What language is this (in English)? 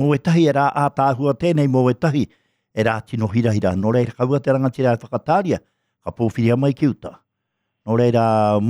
Māori